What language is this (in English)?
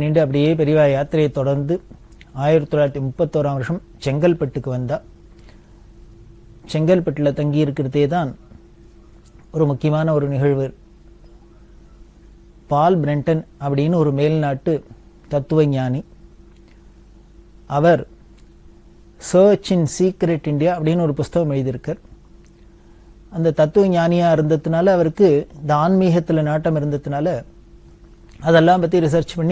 Tamil